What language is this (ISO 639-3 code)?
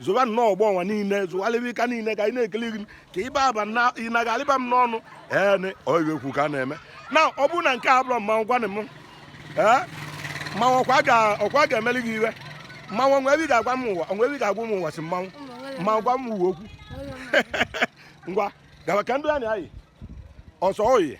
ibo